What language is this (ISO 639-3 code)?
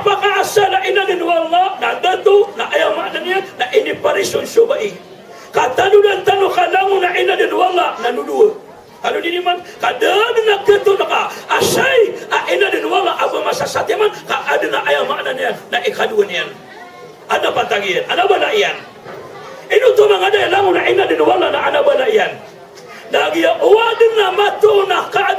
mrw